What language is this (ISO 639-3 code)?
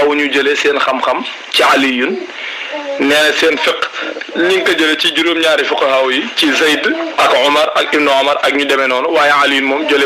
wol